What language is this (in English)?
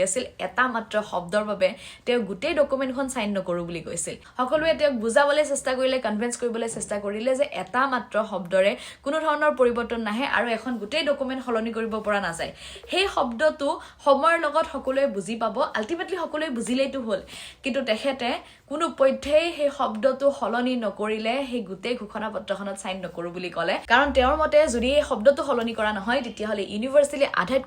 Assamese